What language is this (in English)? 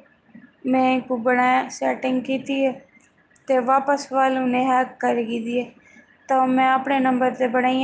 Saraiki